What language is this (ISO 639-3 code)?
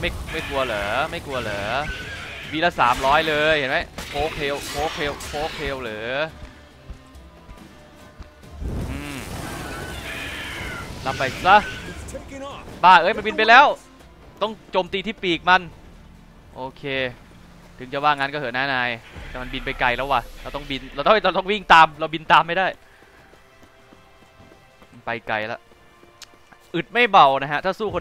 tha